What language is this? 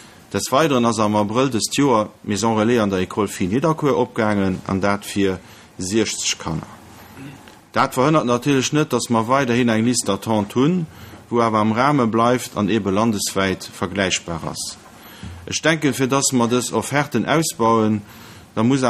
Luxembourgish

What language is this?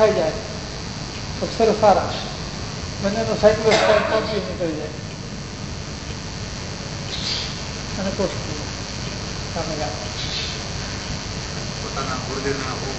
Gujarati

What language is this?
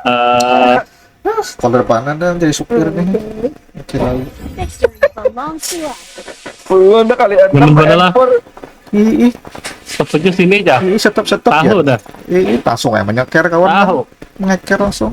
Banjar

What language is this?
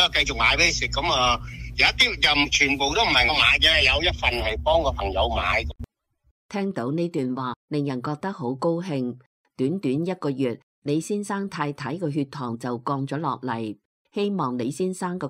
Cantonese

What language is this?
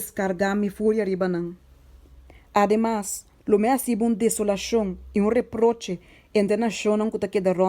Papiamento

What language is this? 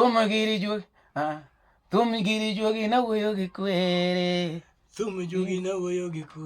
Luo (Kenya and Tanzania)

